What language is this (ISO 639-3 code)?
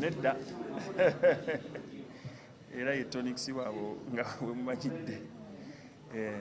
lug